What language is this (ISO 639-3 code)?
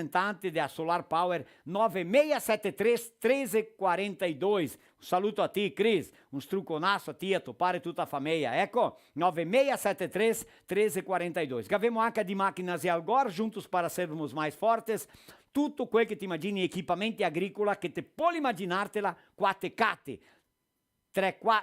vec